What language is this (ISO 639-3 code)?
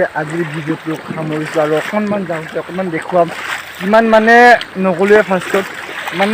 asm